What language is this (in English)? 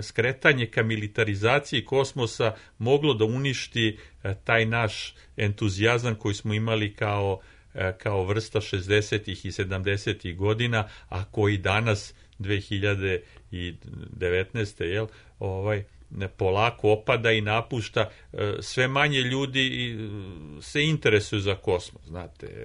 Serbian